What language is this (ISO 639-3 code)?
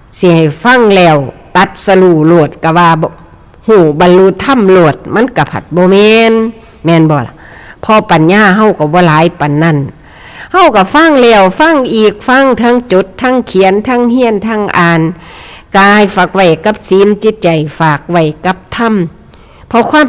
tts